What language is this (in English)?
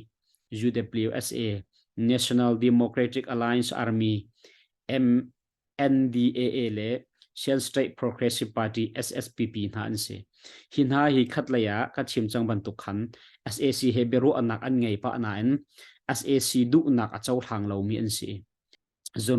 Hakha Chin